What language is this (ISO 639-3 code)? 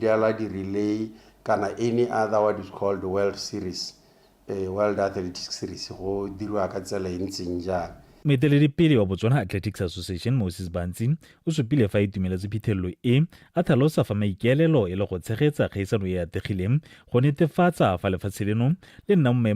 tsn